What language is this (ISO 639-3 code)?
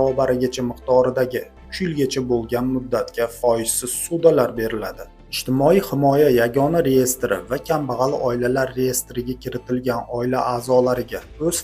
uzb